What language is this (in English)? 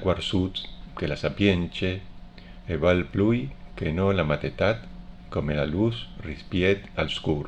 Friulian